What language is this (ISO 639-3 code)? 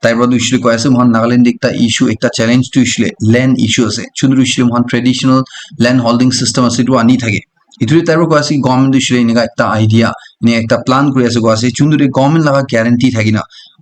nag